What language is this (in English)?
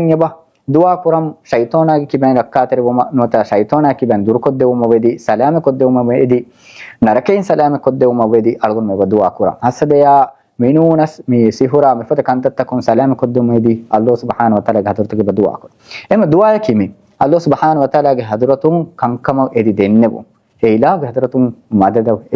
Divehi